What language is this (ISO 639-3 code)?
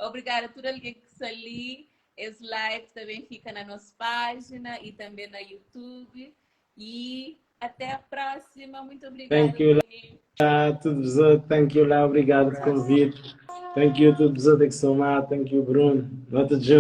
kea